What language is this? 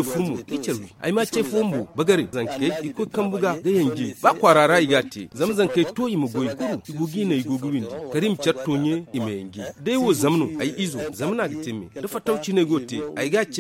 Zarma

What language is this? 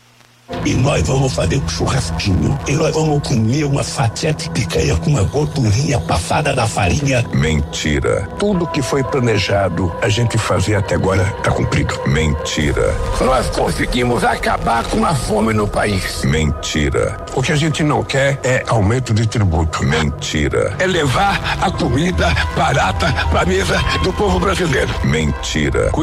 Portuguese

